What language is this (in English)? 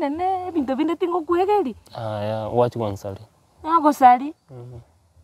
Gusii